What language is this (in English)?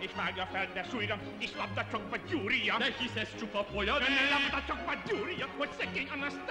Hungarian